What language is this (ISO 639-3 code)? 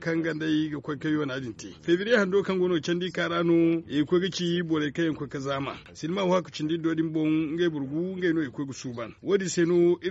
dje